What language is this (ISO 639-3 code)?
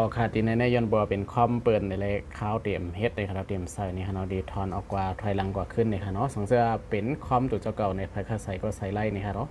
shn